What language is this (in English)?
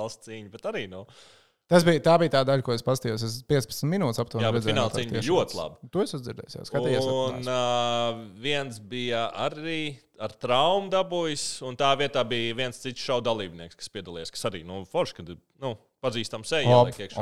Latvian